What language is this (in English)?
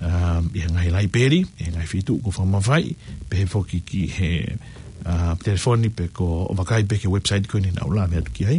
Tongan